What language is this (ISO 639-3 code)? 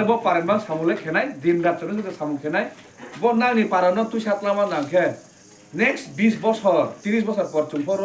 trp